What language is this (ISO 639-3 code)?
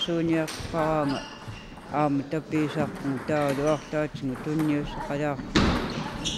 kal